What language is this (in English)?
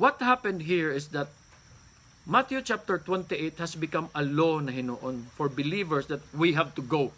Cebuano